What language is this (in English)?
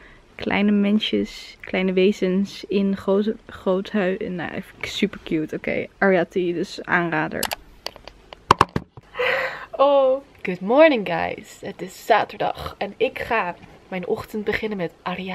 Dutch